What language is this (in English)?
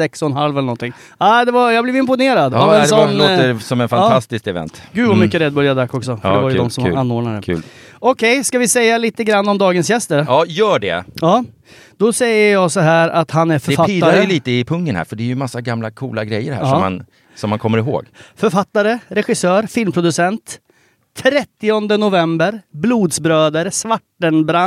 Swedish